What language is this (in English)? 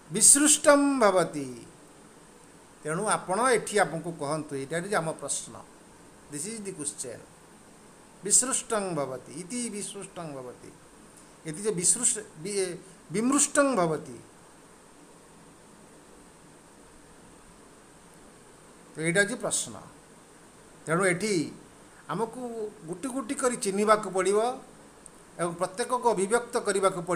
Odia